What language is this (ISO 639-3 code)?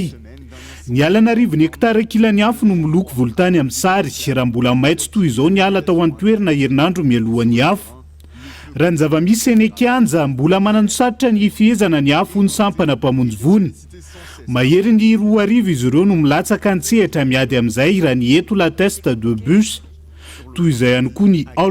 mlg